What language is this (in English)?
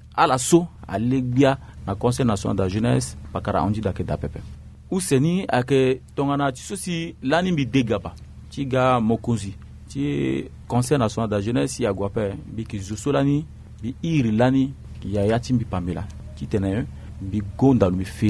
Sango